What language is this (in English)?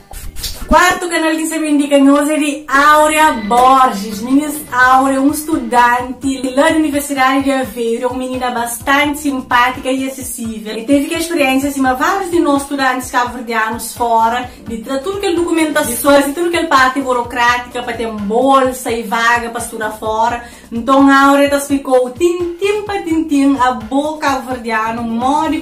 Kabuverdianu